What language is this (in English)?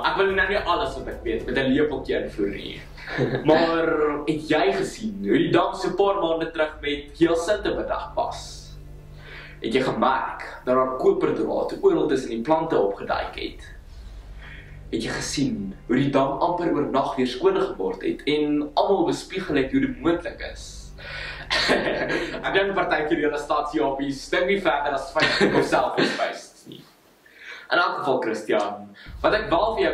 Afrikaans